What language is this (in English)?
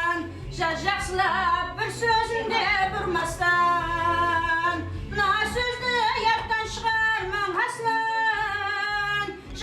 Kara-Kalpak